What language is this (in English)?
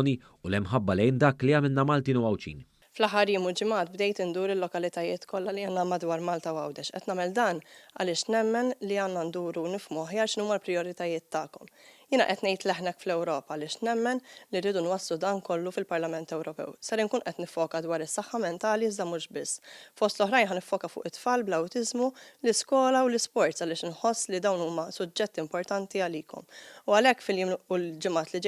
Maltese